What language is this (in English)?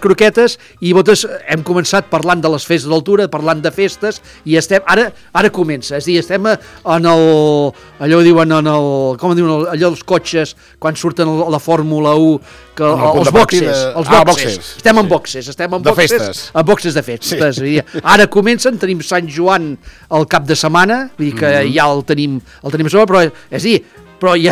Catalan